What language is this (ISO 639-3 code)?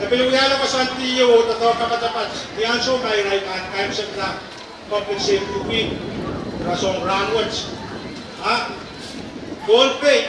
pon